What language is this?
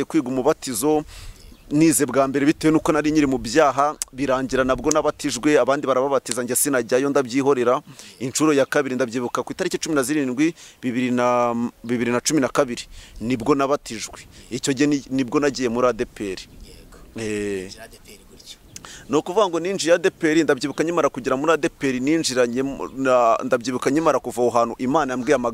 Kinyarwanda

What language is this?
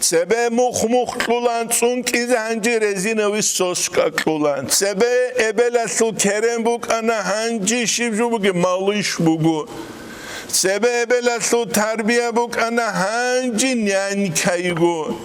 Avaric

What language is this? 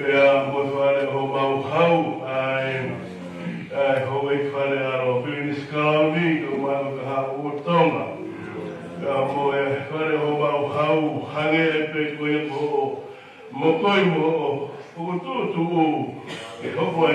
Tongan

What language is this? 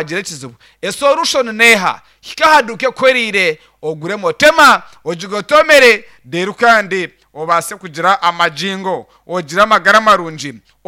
Nyankole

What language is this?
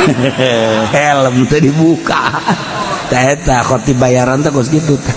Sundanese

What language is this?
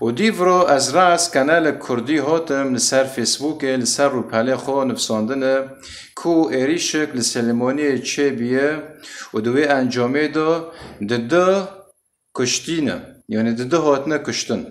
Kurdish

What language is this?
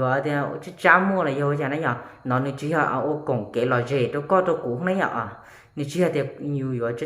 Hmong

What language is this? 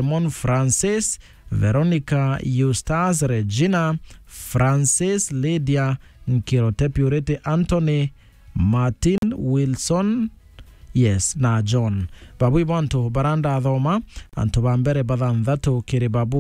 Meru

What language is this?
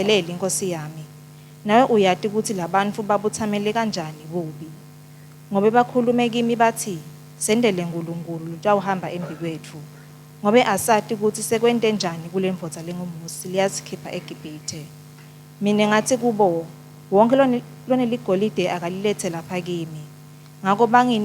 Swati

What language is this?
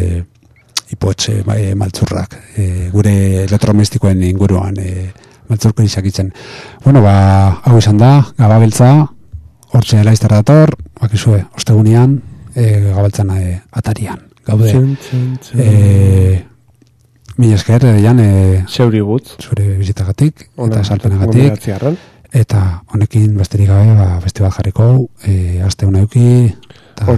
Basque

